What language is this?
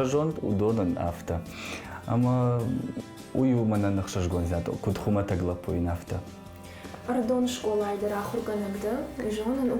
Ossetic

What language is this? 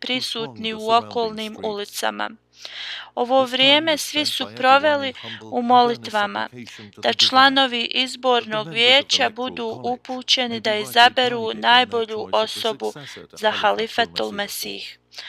Bosnian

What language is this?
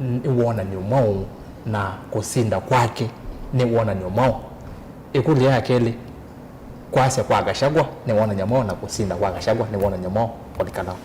Kamba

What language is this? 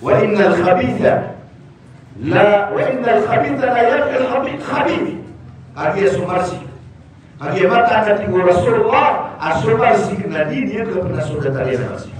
Maranao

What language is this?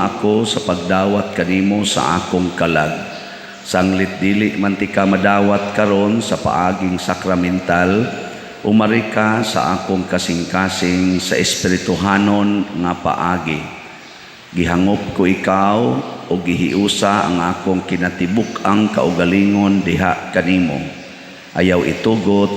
Cebuano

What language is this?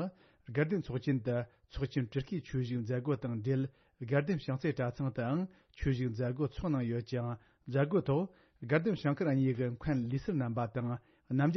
Tibetan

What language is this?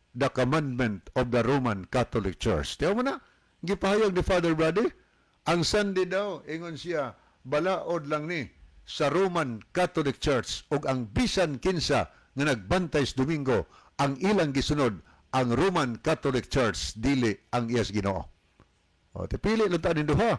Cebuano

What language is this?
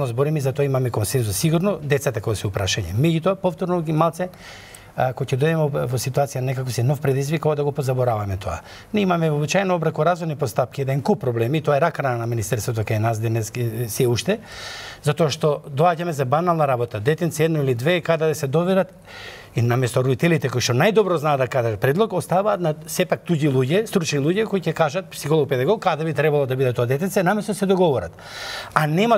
Macedonian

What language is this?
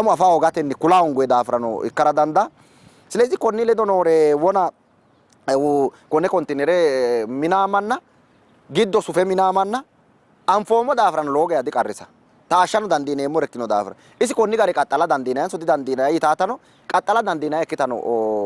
Sidamo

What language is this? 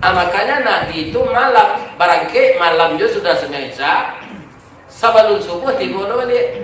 Minangkabau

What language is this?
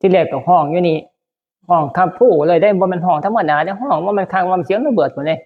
Northeastern Thai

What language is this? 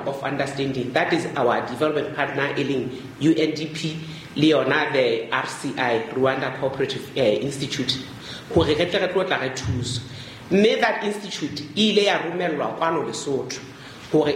Southern Sotho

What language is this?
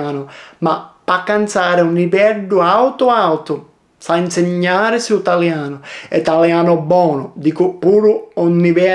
Sicilian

